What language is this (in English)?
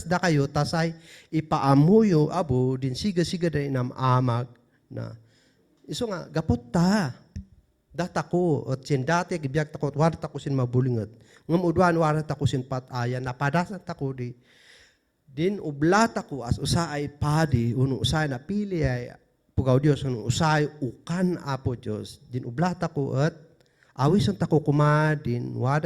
Kankanaey